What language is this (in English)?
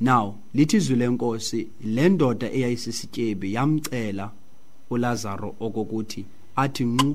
Xhosa